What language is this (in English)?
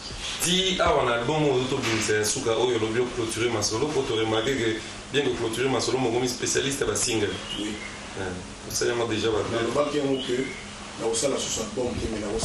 Lingala